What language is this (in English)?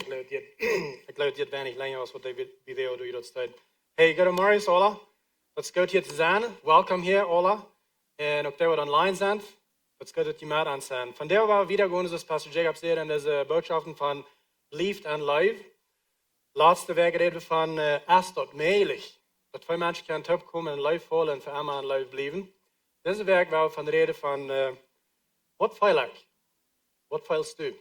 Plautdietsch